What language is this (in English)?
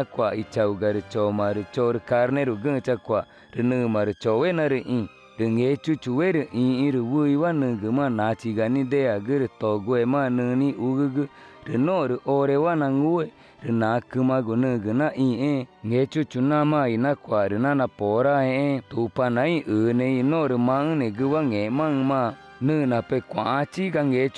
Ticuna